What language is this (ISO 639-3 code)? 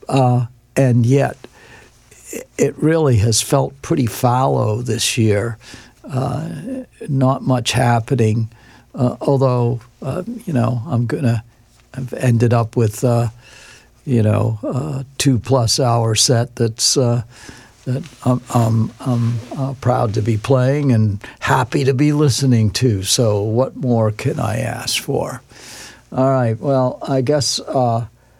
eng